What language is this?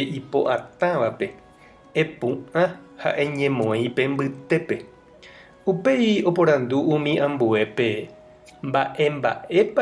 Guarani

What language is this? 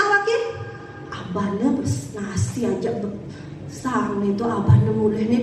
Balinese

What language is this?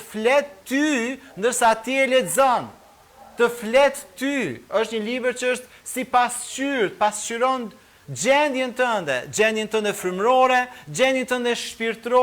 Albanian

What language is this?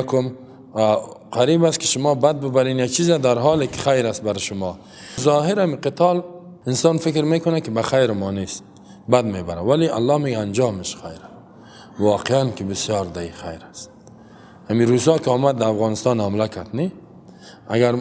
Persian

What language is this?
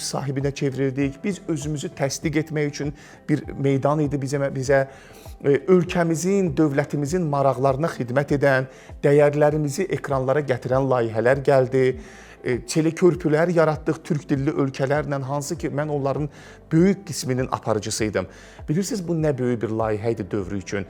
Azerbaijani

